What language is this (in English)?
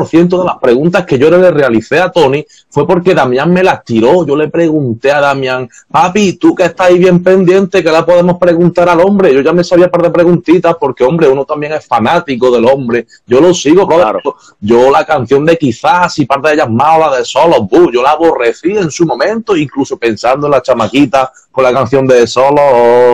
Spanish